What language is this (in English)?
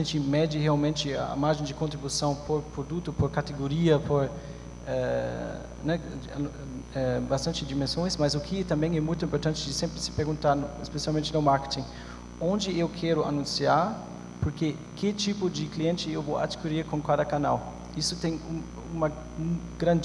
Portuguese